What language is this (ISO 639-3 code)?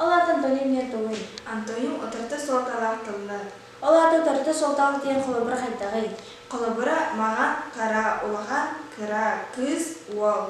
sah